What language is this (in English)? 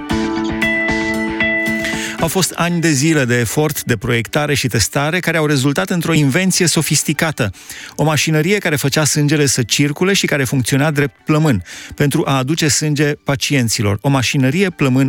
Romanian